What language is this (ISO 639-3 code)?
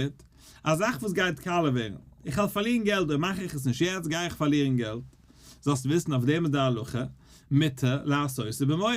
yid